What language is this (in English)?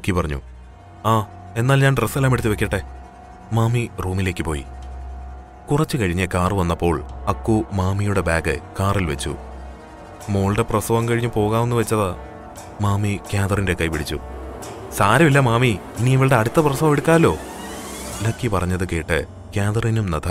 Malayalam